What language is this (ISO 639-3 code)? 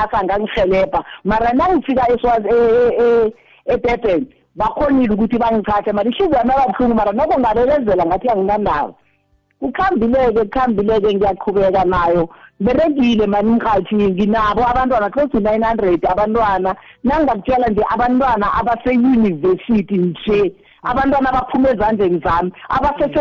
nbl